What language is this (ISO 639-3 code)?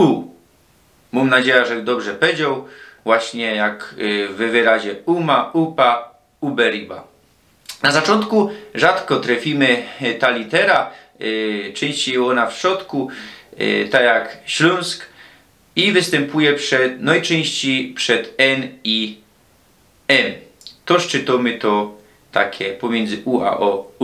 szl